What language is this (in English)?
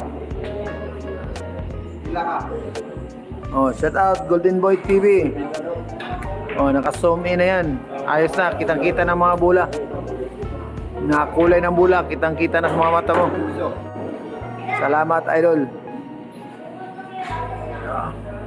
Filipino